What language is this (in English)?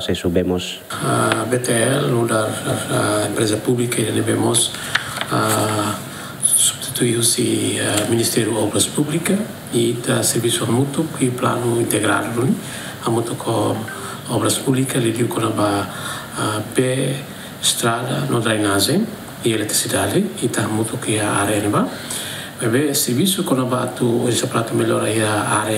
Tetum